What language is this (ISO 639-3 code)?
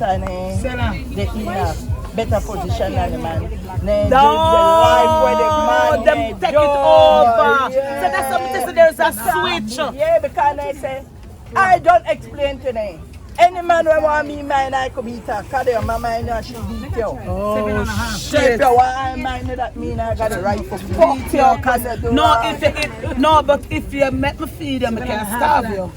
jam